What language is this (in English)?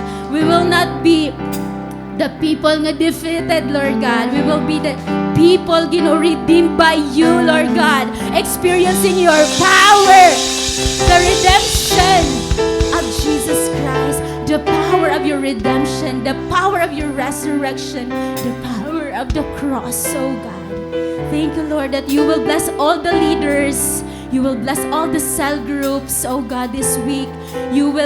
Waray